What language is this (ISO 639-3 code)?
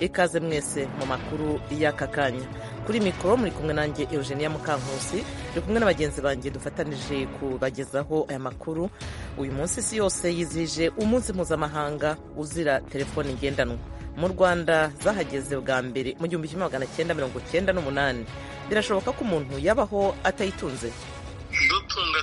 kin